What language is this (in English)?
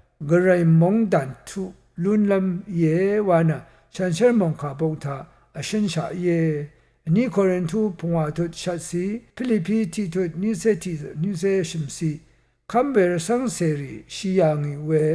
Rawang